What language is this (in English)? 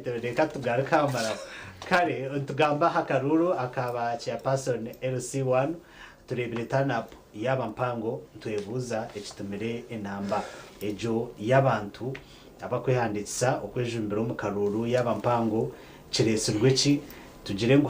Nyankole